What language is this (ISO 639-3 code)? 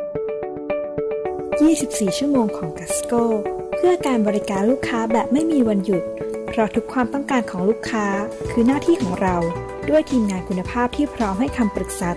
tha